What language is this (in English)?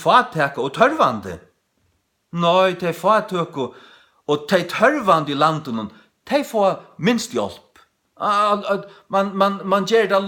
Faroese